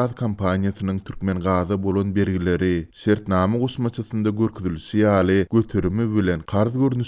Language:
Turkmen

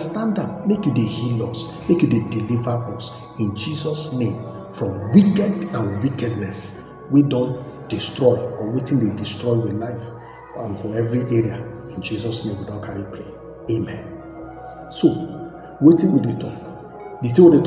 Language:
Nigerian Pidgin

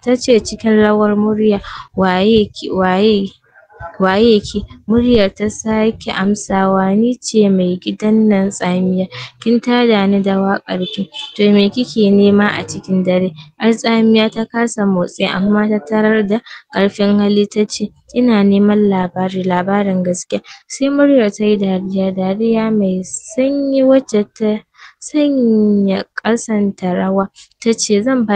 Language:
Hausa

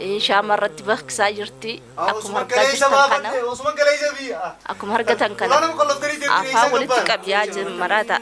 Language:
Oromo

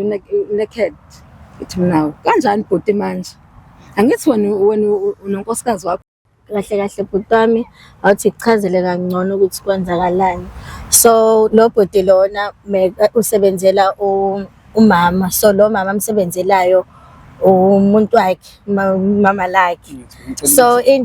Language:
Zulu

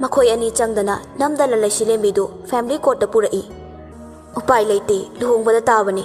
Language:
Manipuri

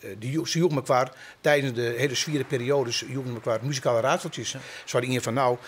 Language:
Western Frisian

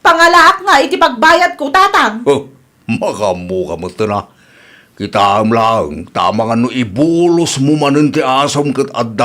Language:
Iloko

